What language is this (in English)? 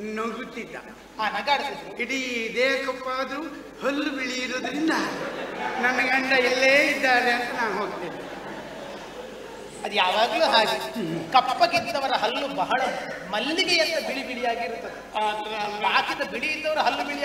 Kannada